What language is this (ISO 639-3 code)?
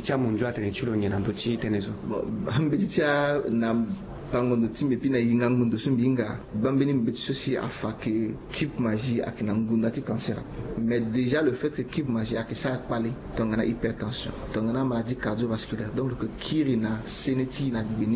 sag